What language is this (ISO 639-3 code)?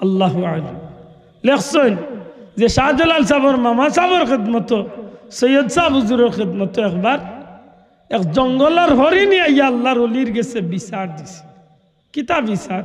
syl